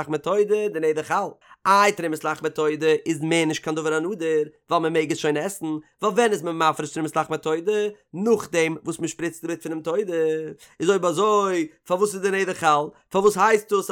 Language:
Yiddish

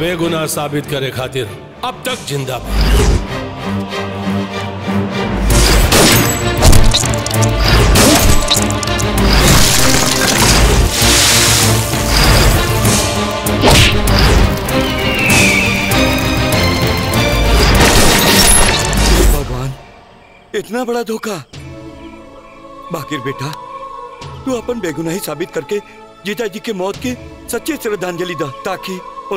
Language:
Bhojpuri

